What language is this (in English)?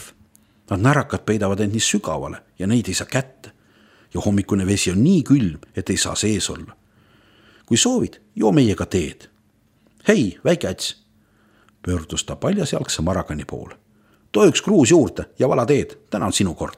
Estonian